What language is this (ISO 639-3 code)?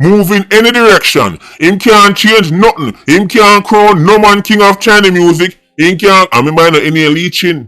jam